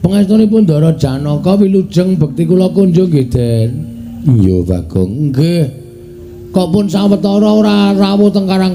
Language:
Javanese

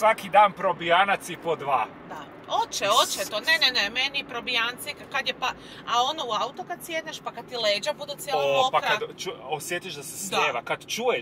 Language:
Croatian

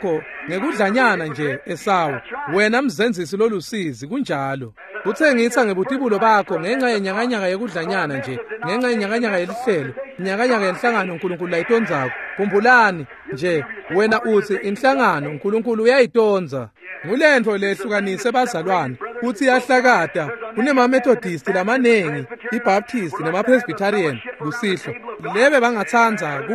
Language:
Swati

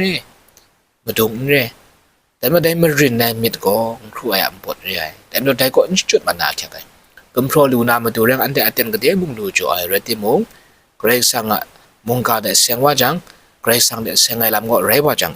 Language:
Kachin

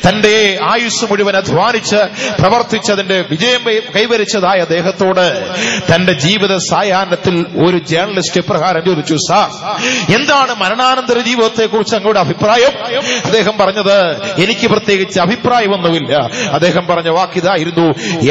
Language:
Malayalam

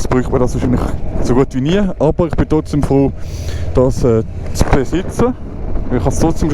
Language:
Swiss German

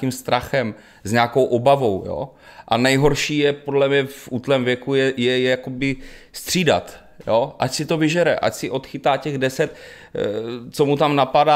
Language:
Czech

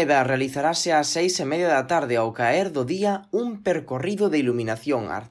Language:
Galician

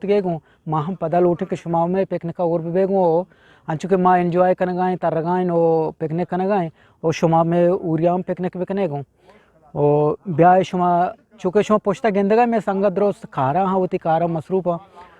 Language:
Eastern Balochi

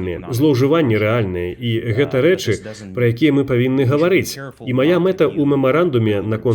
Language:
Belarusian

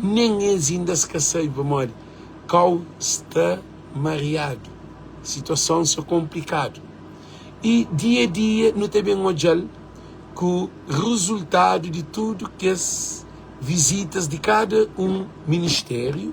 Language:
Kabuverdianu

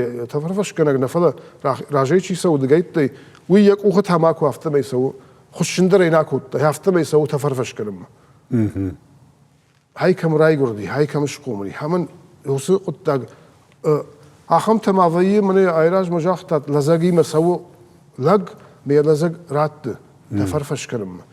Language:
Ossetic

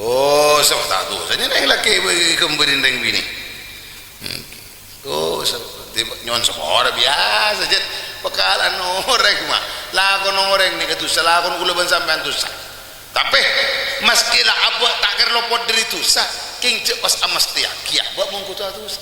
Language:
Madurese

